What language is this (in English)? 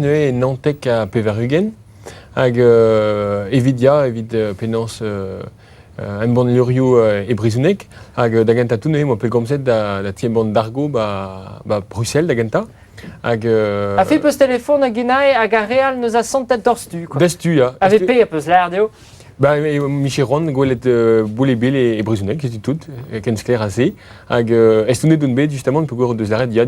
Breton